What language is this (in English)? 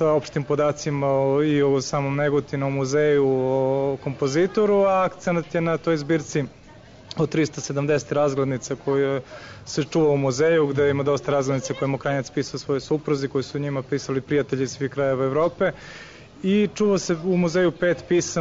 Serbian